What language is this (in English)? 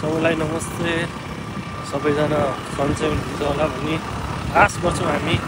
Nepali